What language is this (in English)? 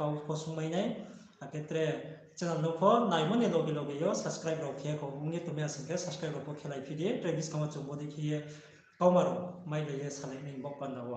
Riang (India)